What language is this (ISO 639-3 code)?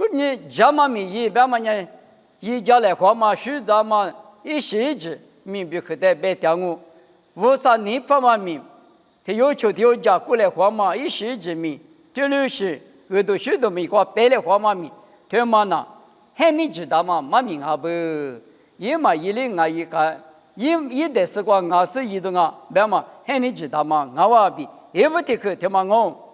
lis